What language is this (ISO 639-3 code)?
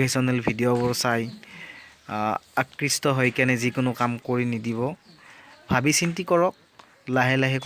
asm